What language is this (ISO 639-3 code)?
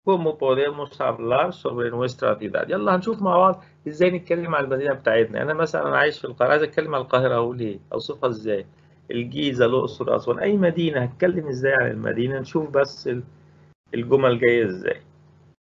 arz